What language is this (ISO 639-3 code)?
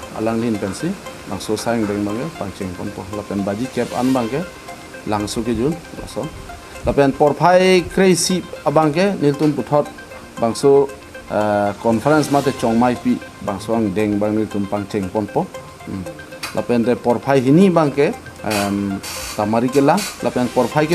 mjw